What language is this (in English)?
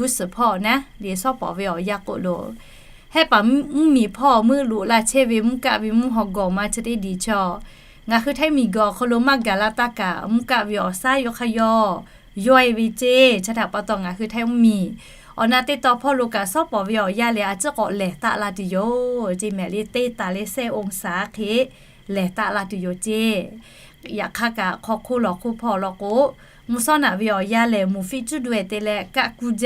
Lahu